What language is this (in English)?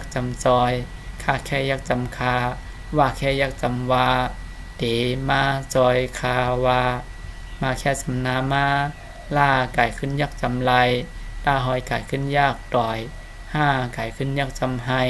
Shan